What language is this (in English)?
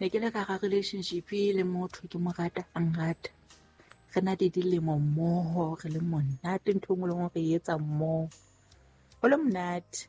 Southern Sotho